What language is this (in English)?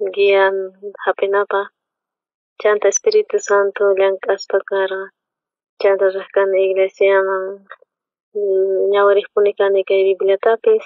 South Bolivian Quechua